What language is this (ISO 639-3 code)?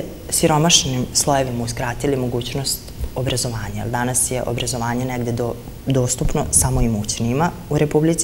srp